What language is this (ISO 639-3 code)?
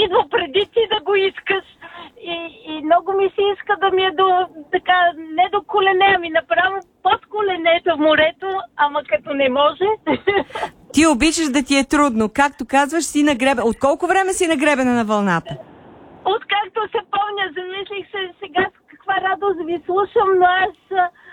bul